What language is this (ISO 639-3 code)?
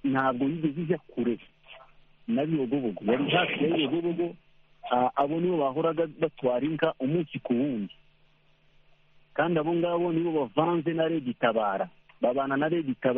kin